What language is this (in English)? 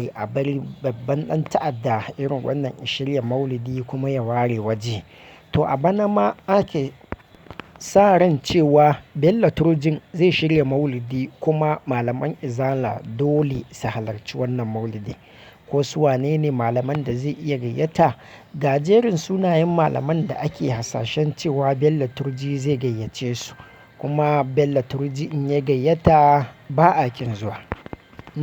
Hausa